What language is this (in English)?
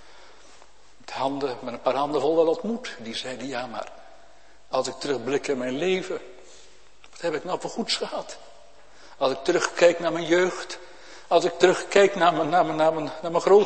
Dutch